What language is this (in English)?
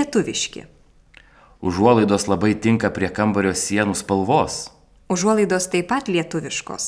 Lithuanian